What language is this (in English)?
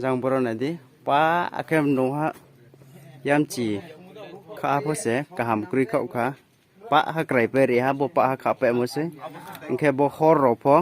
Riang (India)